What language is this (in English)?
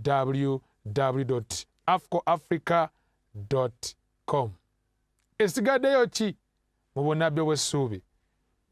Ganda